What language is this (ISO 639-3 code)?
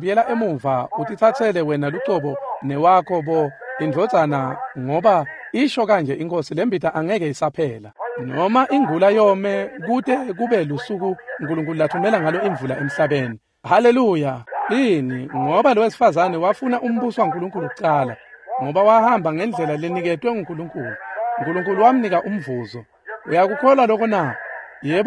ssw